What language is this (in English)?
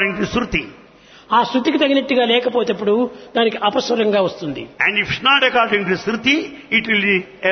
Telugu